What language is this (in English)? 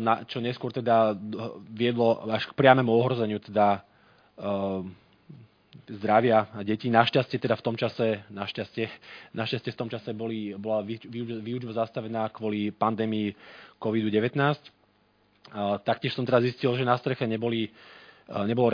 Slovak